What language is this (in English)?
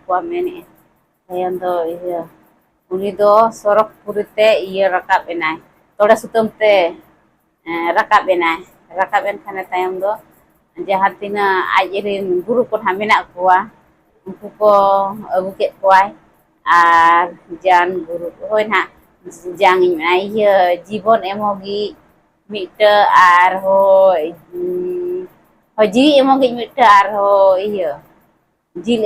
Santali